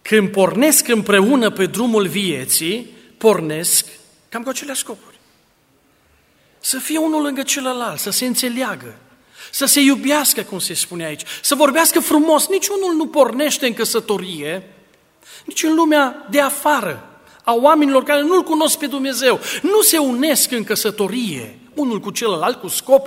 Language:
Romanian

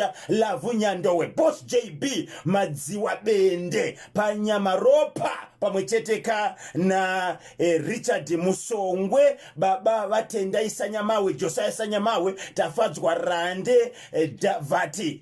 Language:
Shona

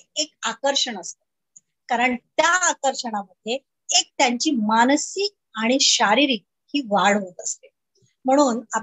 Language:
Marathi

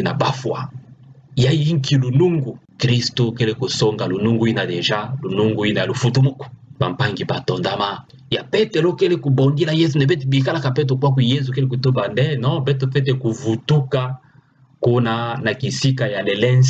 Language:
Kituba (Democratic Republic of Congo)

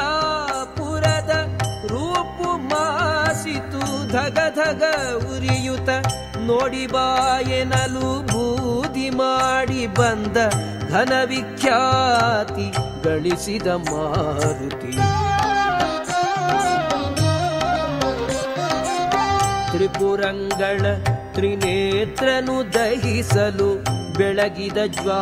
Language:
Kannada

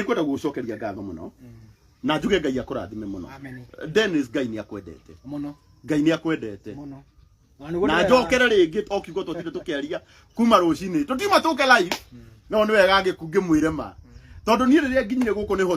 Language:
Kikuyu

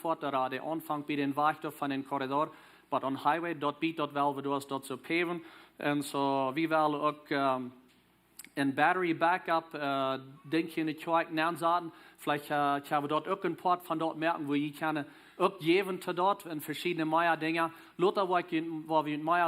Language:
Plautdietsch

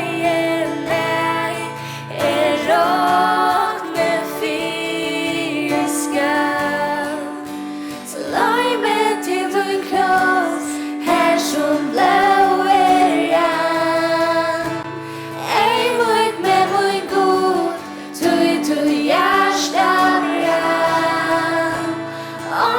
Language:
Faroese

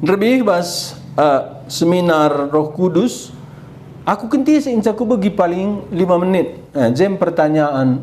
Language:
Batak Karo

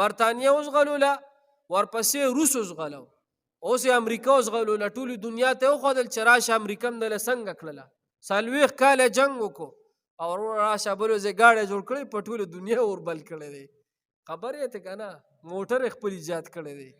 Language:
Pashto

